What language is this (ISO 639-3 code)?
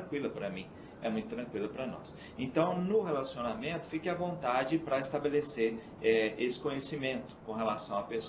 por